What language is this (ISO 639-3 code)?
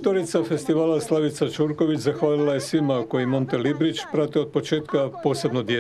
hrv